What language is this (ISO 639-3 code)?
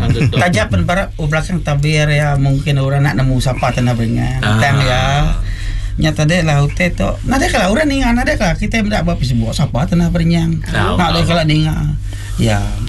msa